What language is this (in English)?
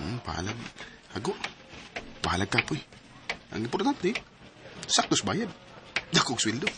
Cebuano